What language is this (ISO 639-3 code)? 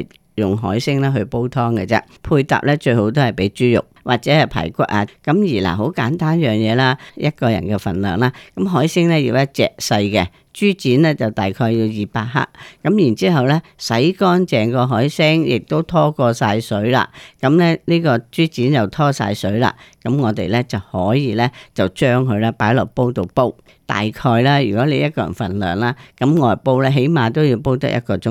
yue